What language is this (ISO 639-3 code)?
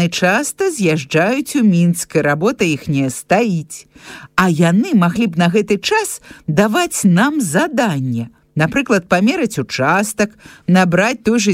bel